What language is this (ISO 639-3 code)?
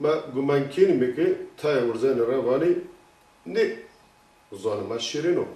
zza